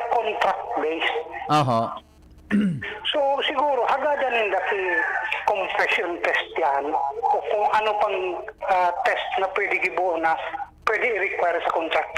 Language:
Bikol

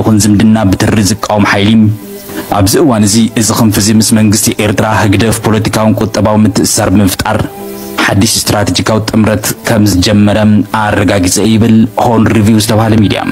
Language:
Tigrinya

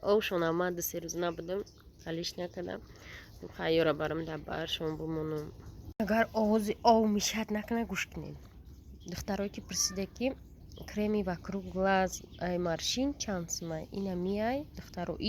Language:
Tajik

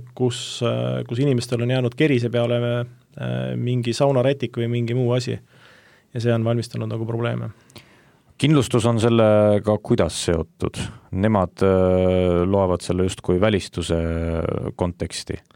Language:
Estonian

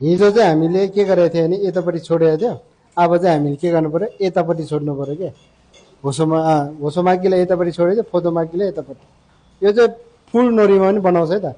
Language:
Nepali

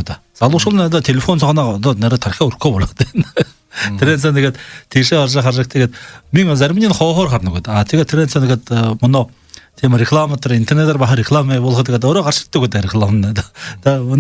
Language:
Buriat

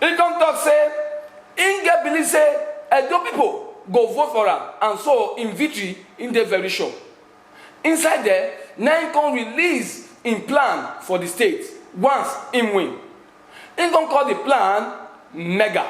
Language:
Nigerian Pidgin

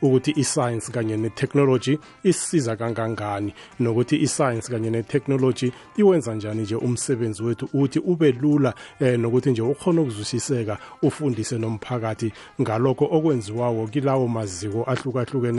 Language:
South Ndebele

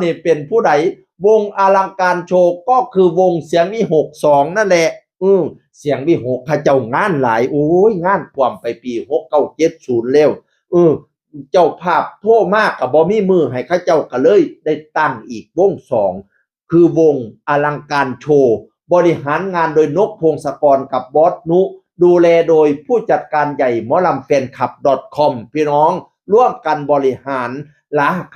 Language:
Northeastern Thai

